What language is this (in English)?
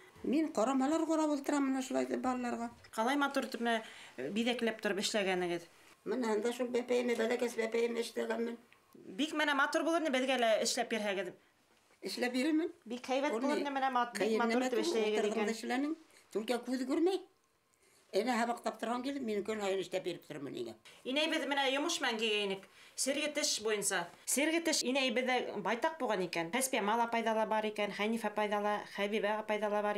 Bashkir